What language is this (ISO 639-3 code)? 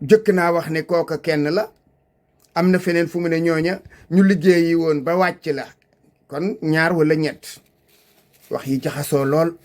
wol